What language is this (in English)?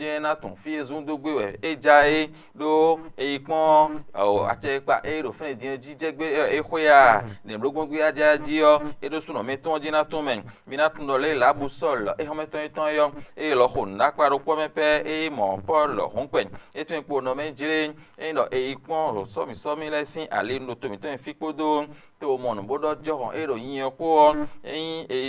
Fon